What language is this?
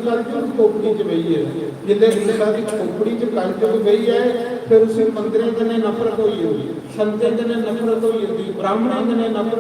Dogri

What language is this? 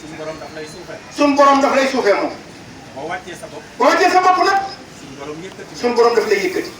Wolof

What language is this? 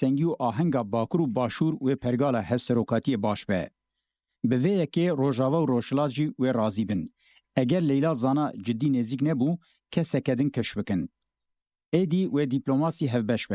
Kurdish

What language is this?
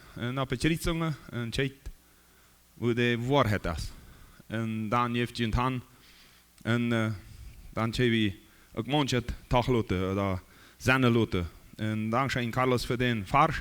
Plautdietsch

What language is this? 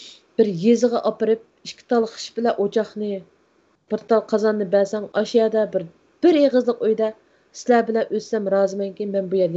Uyghur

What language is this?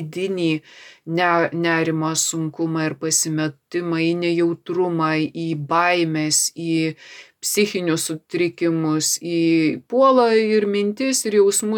Lithuanian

